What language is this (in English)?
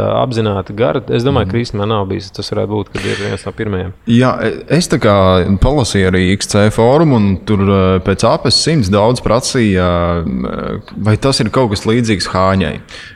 Latvian